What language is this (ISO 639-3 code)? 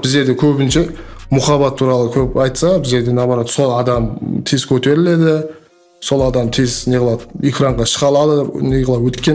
kaa